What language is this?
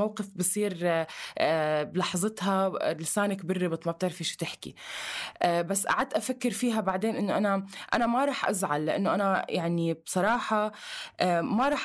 North Levantine Arabic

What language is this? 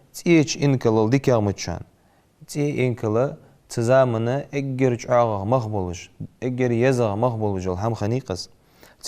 Ingush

